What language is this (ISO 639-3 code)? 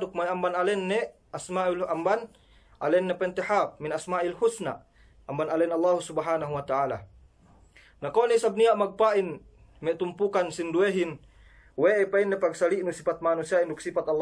yka